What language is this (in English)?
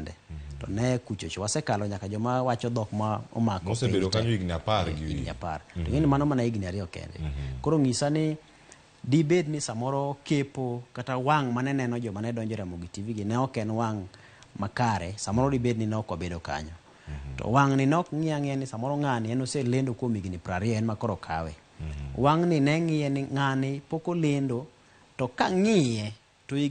Luo (Kenya and Tanzania)